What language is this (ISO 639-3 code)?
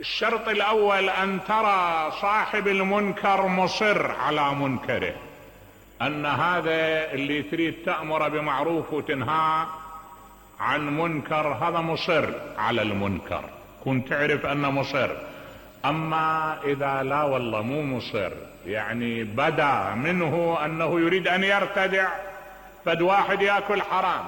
acm